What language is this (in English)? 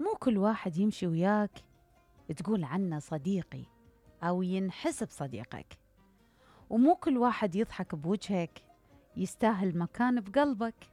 Mesopotamian Arabic